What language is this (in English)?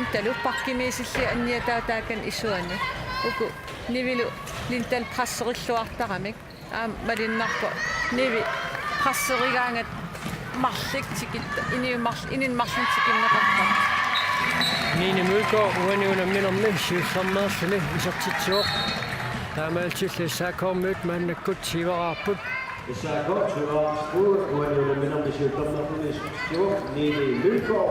Kalaallisut